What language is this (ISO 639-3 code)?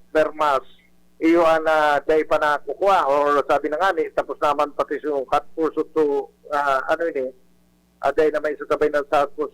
bik